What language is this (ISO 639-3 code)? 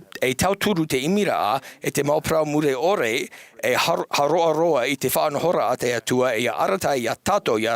tah